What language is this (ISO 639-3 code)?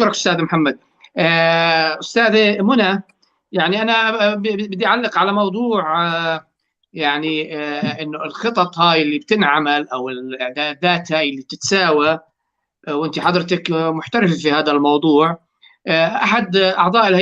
apc